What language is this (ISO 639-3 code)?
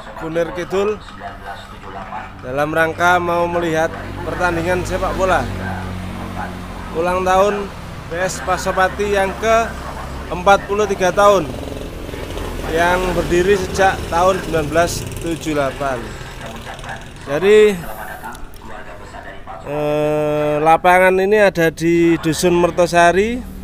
ind